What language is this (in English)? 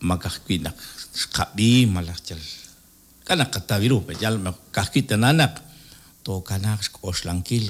Kekchí